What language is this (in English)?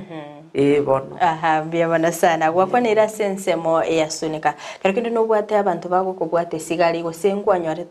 Gusii